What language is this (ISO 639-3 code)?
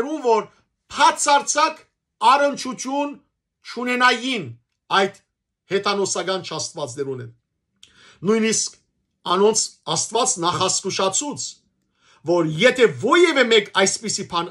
hyw